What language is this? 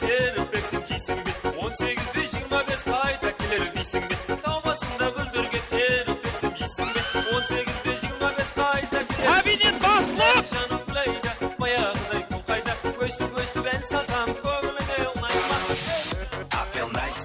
Kara-Kalpak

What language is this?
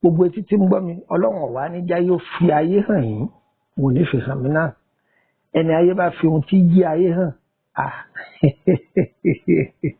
Yoruba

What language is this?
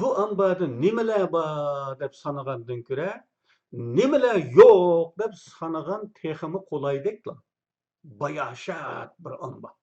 Uyghur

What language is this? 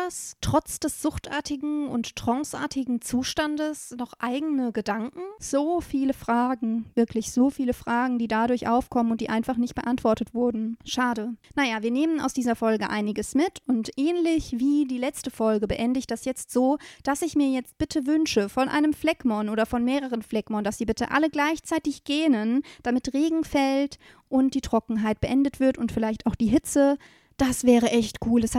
German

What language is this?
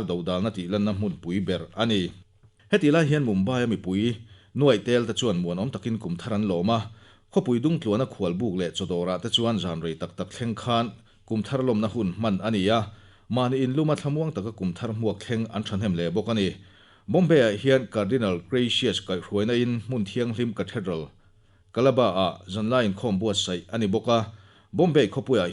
Mizo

